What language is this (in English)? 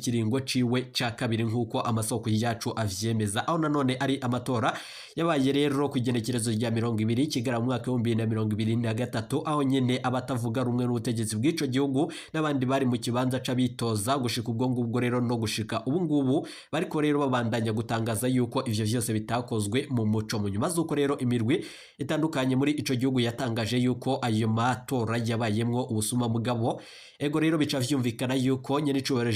Rundi